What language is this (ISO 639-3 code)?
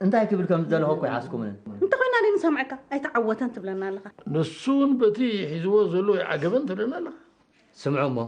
tir